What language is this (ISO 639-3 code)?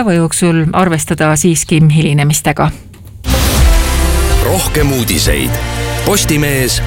est